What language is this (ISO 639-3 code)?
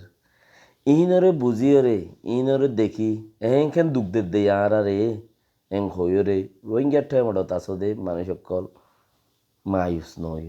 rhg